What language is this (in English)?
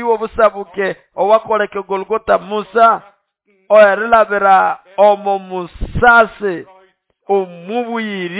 Nande